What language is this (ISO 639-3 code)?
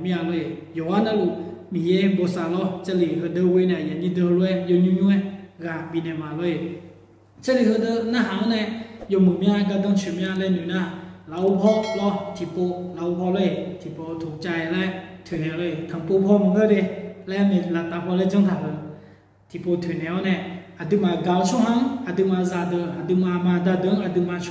ahk